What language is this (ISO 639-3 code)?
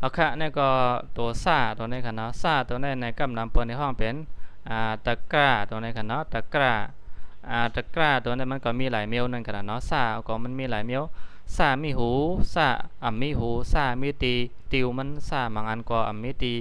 shn